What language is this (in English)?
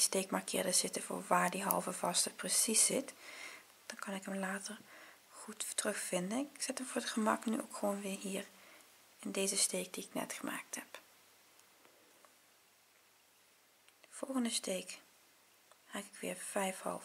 Dutch